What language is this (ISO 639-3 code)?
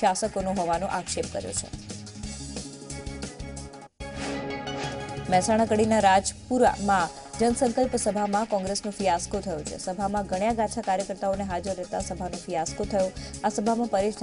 guj